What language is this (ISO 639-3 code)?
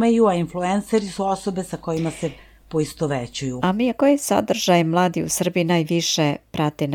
srp